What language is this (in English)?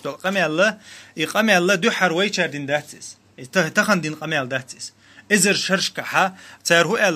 Chechen